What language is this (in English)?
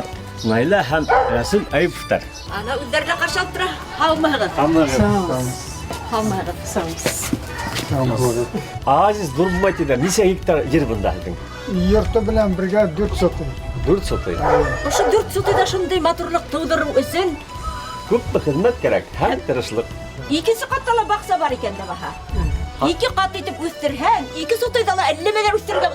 Bashkir